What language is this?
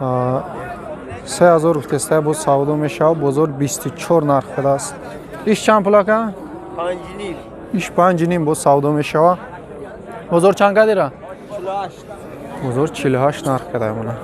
Tajik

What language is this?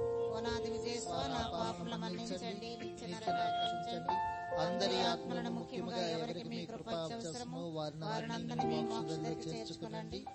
Telugu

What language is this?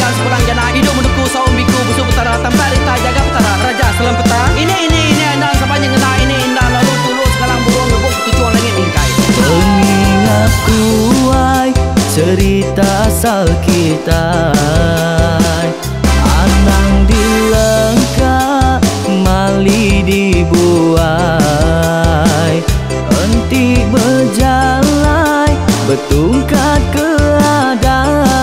Iban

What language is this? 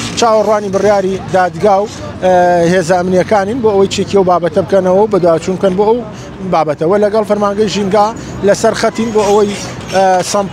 Central Kurdish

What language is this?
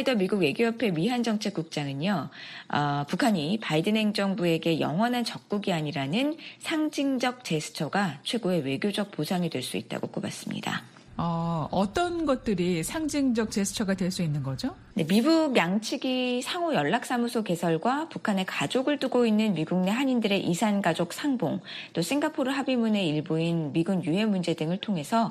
Korean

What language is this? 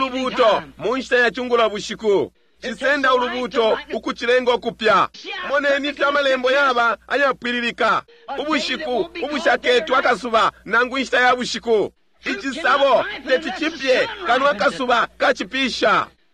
Bemba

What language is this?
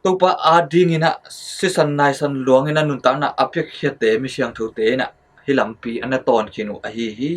Tedim Chin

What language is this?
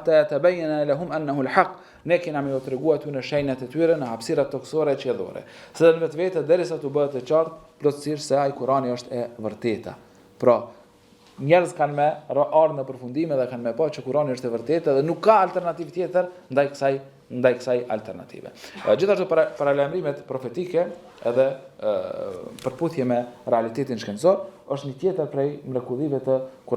Albanian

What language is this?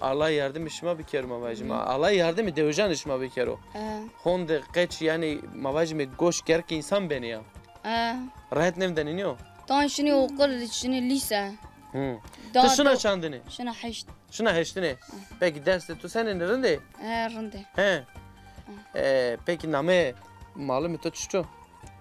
Zaza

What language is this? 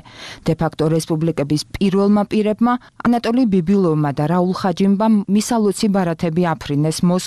Georgian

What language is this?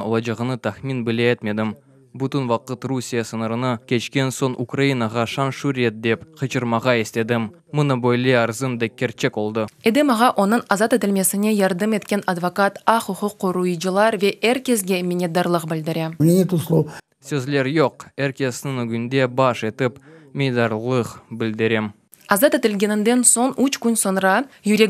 Crimean Tatar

